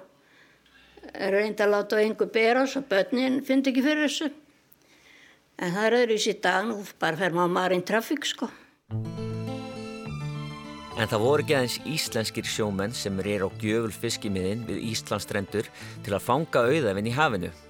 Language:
Icelandic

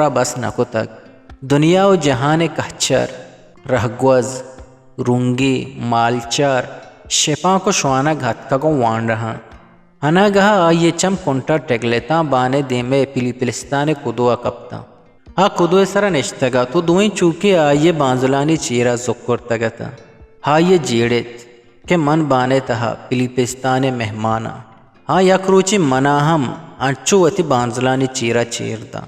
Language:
Eastern Balochi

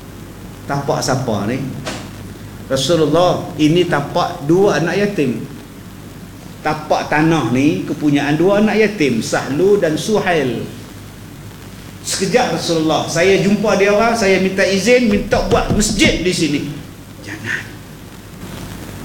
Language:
Malay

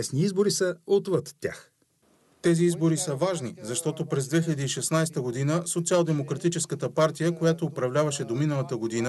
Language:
Bulgarian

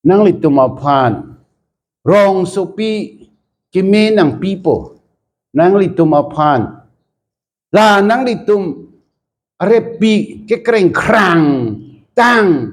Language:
Karbi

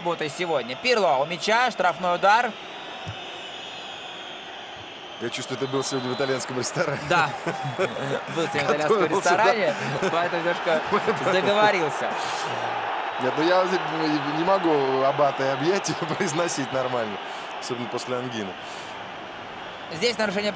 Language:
Russian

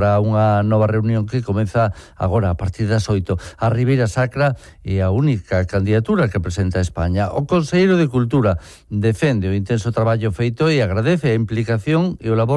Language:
Galician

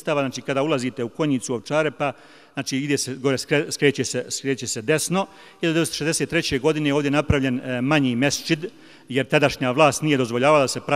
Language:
Bosnian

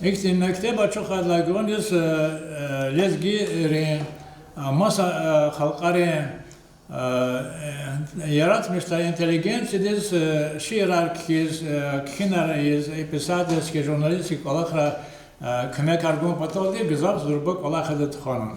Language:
Lezghian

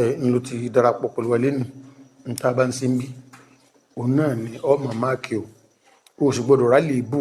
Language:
Yoruba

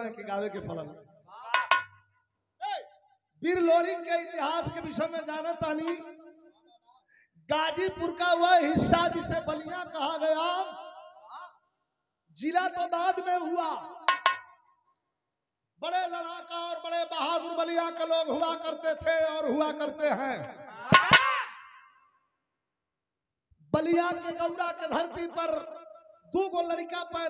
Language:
Bhojpuri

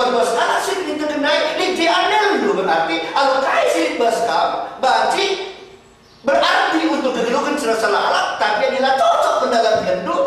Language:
Batak Karo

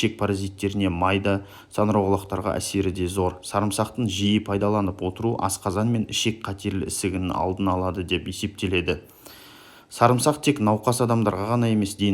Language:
Kazakh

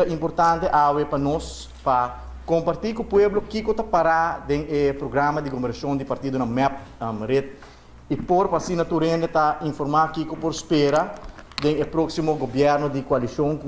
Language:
Papiamento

